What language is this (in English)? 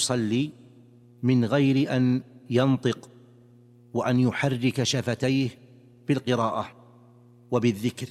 Arabic